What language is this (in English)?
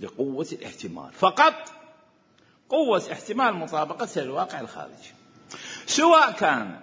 Mesopotamian Arabic